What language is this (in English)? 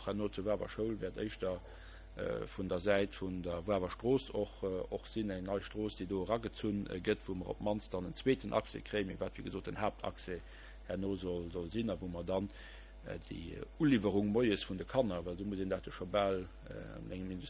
Luxembourgish